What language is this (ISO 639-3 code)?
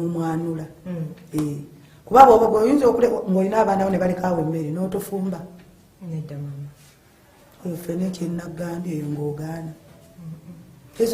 lug